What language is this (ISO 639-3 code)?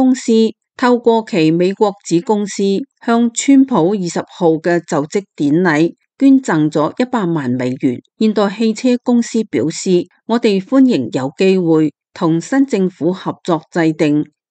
yue